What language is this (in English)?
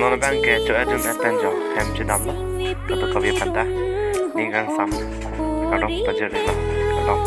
Karbi